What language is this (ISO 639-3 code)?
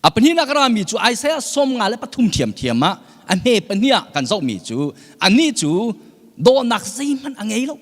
cnh